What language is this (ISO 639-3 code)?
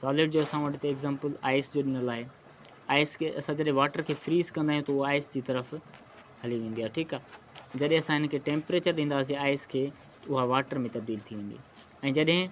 snd